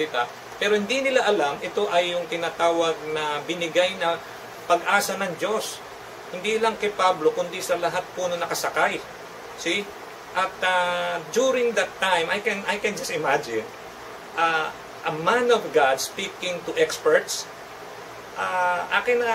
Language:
Filipino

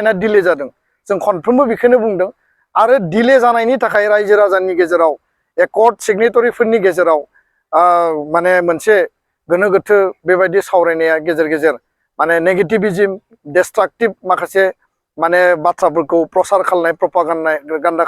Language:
Bodo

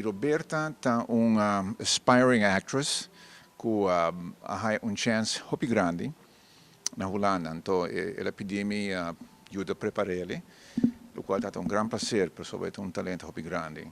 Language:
Papiamento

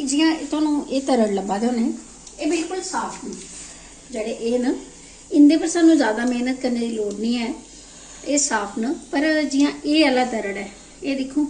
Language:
Dogri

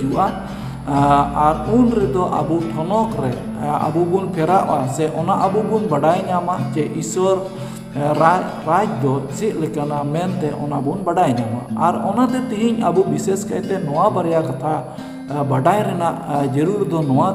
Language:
Santali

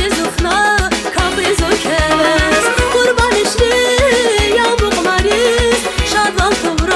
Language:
Tabassaran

